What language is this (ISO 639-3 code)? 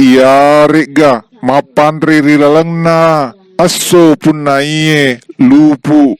bug